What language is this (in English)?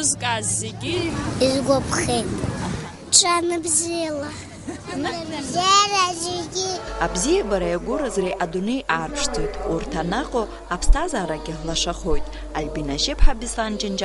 Abkhazian